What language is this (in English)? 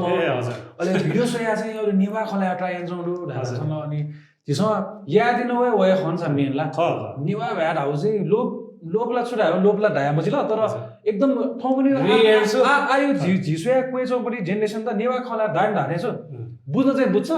Newari